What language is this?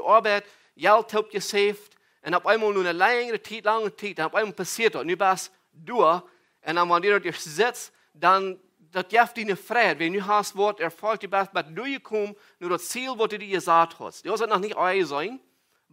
Plautdietsch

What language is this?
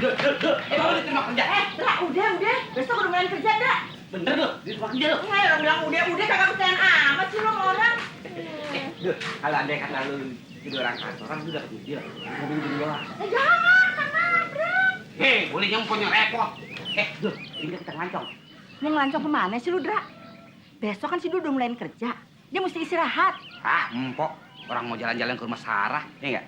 Betawi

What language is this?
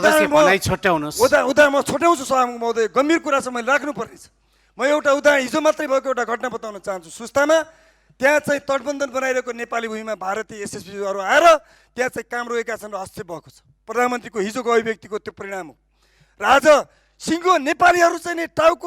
Nepali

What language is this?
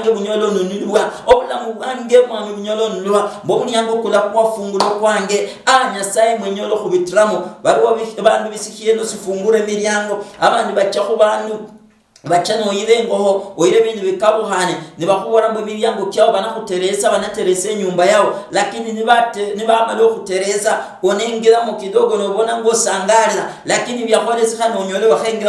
Luyia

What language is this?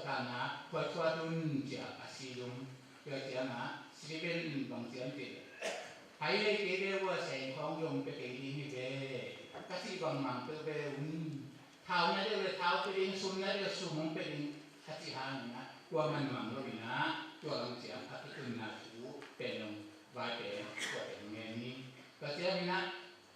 Tedim Chin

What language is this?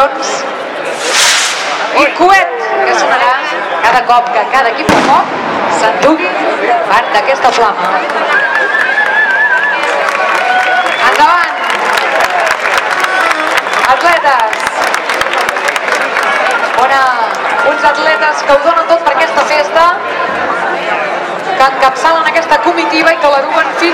Catalan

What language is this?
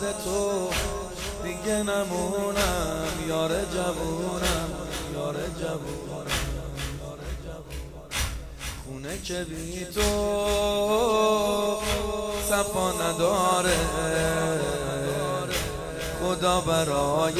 Persian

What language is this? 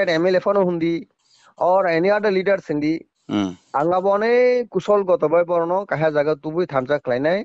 Kok Borok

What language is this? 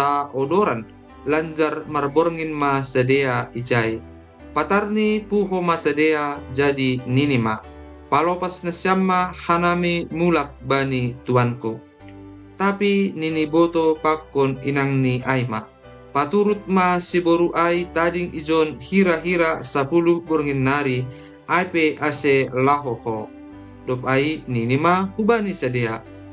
Batak Simalungun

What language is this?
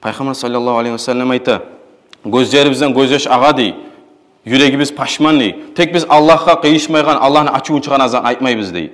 Kumyk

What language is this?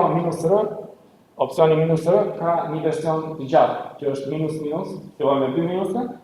Albanian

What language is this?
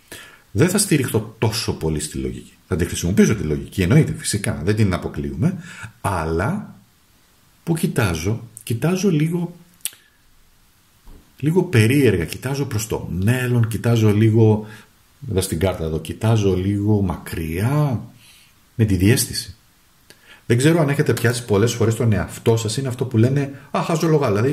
Greek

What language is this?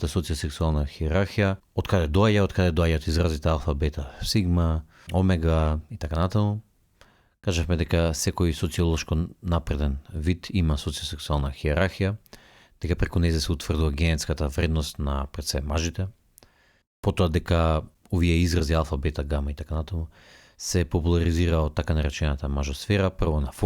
Macedonian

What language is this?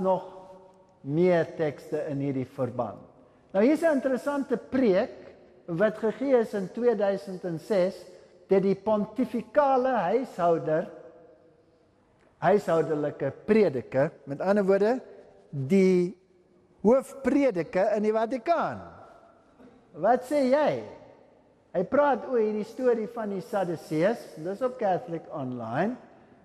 Afrikaans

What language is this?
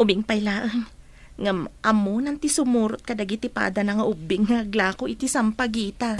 Iloko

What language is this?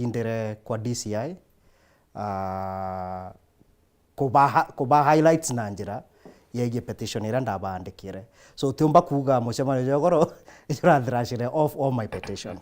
Meru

